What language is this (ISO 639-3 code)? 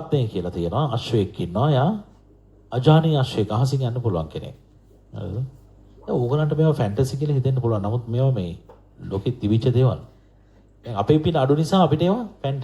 sin